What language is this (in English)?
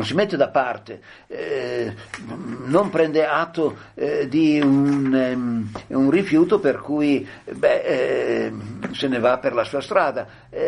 Italian